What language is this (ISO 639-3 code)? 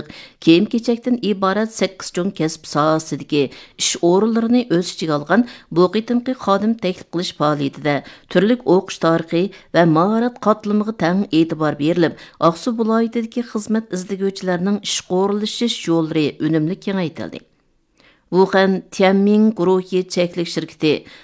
uig